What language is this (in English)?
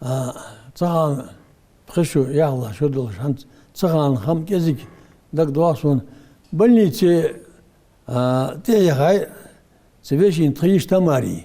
Ingush